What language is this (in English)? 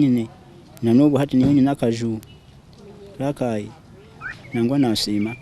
Nyankole